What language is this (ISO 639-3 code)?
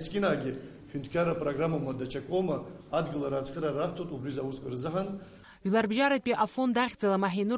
abk